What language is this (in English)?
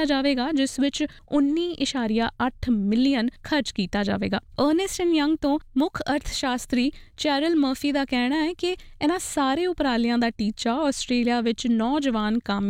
Punjabi